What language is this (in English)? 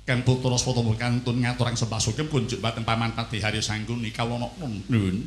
Javanese